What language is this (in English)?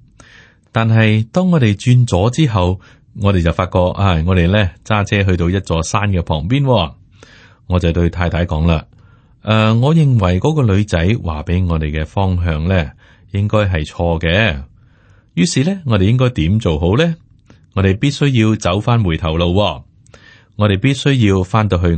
Cantonese